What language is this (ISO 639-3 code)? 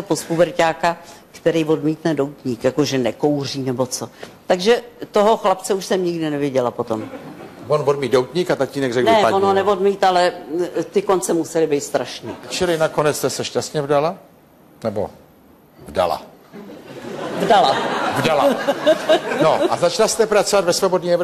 ces